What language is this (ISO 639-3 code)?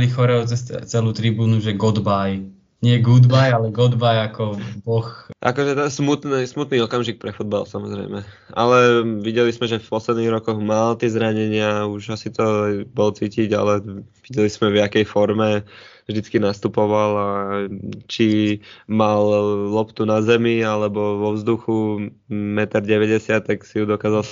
slk